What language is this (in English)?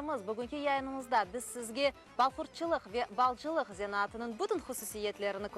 Crimean Tatar